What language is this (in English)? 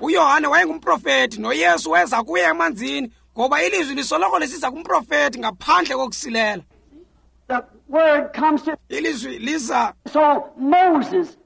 Xhosa